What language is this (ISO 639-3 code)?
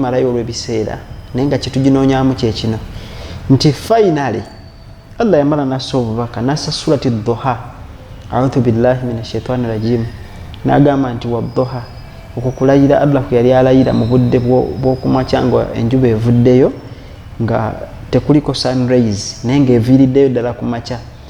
lug